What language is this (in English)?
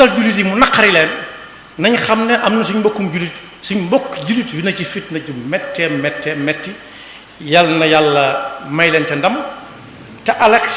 Wolof